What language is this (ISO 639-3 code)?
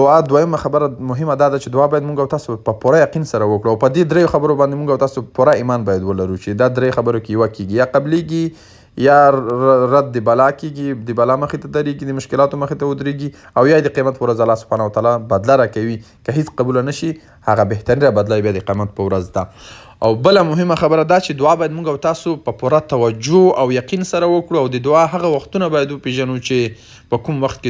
pus